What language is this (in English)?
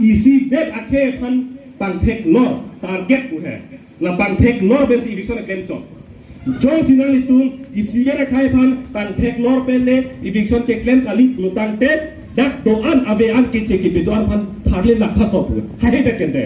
Karbi